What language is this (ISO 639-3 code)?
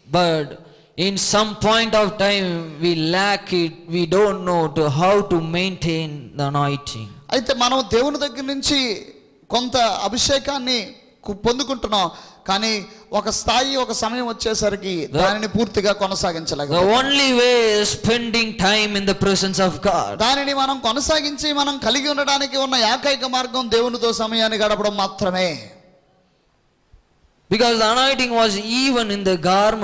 tel